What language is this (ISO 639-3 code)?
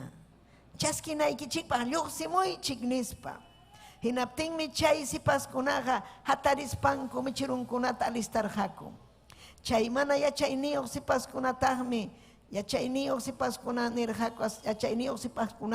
quy